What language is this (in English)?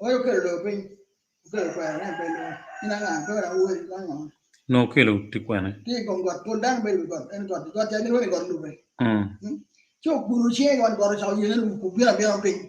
Acoli